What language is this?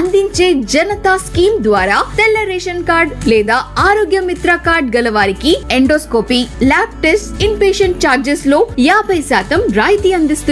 Telugu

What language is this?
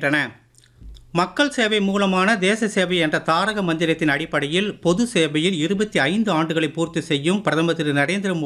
Tamil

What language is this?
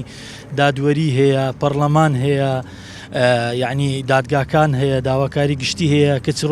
Central Kurdish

